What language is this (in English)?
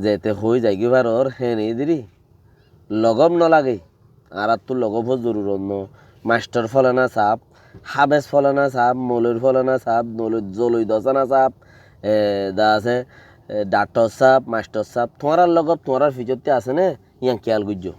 Rohingya